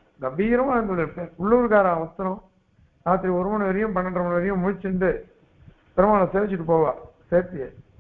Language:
Tamil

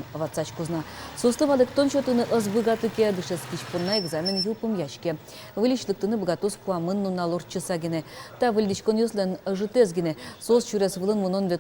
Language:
Udmurt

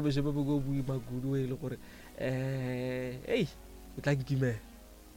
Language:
Northern Sotho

